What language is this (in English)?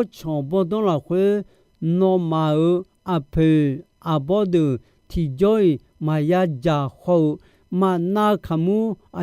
Akha